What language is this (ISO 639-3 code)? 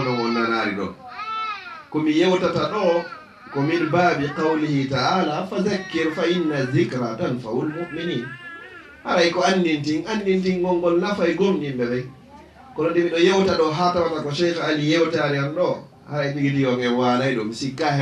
ful